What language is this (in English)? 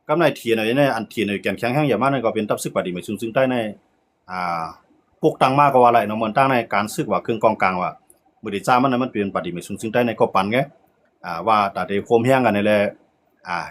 Shan